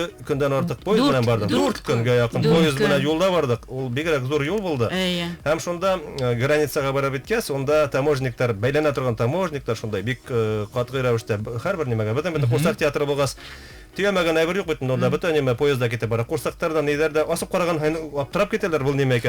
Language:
Bashkir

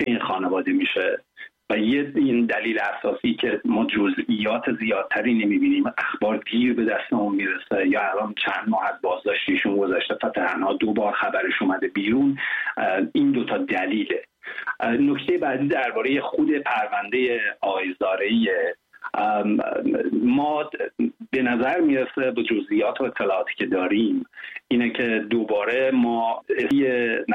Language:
Persian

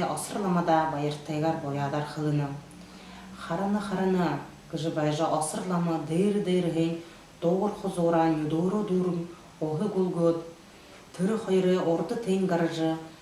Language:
Buriat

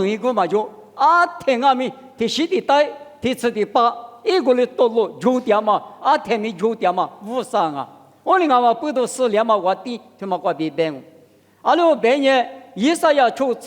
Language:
Lisu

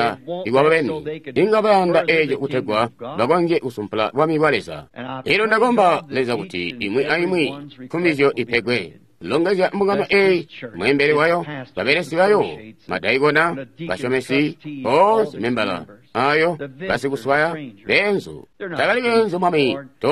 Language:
Tonga (Zambia)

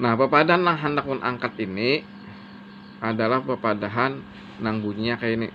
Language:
Banjar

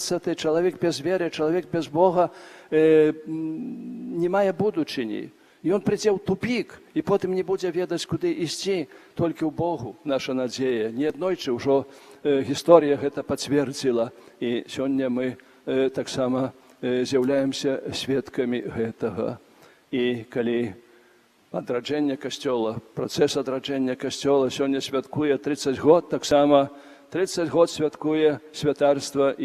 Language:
Belarusian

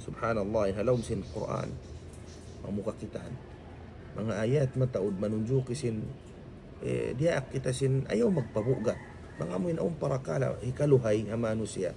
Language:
Tausug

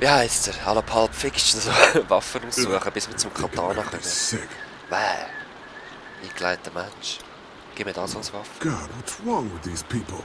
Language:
Swiss German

